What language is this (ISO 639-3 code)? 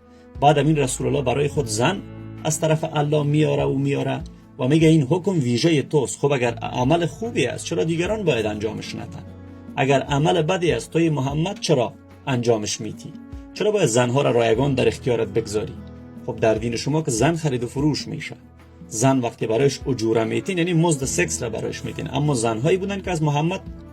tgk